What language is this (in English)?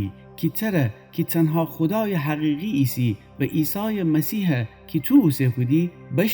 Gilaki